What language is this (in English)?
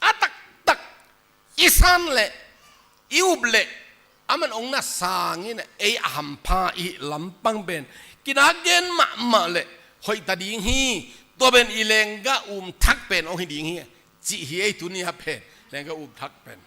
Tedim Chin